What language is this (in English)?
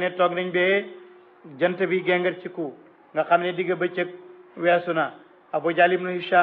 Wolof